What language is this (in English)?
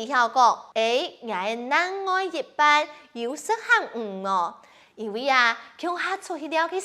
Hakka Chinese